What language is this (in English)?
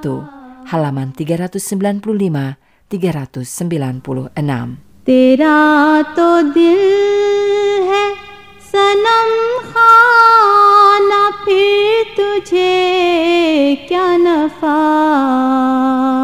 Indonesian